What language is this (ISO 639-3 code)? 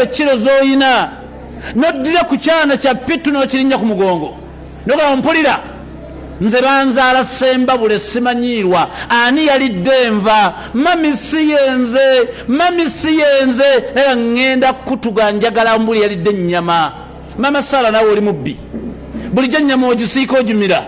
lug